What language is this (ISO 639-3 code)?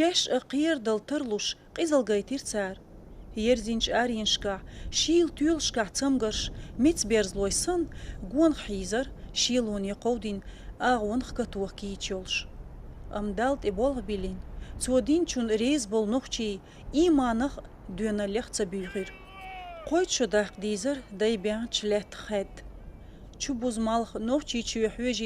che